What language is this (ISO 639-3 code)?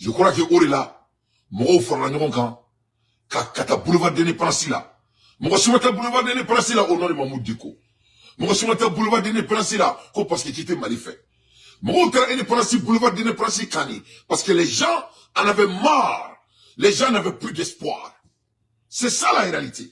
bam